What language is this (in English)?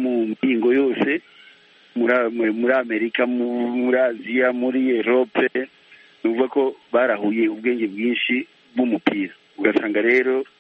Kinyarwanda